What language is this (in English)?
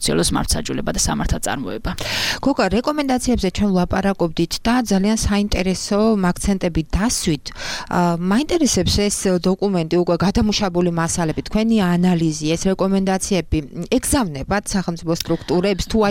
Georgian